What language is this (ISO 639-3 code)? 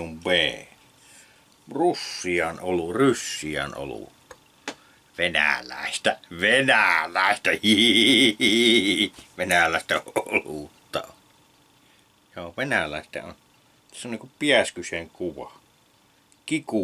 fin